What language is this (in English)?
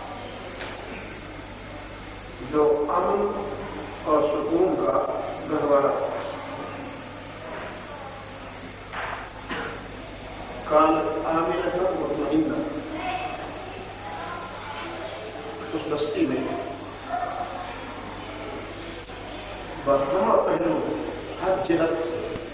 Urdu